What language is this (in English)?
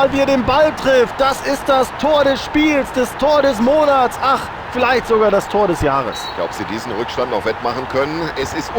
Bavarian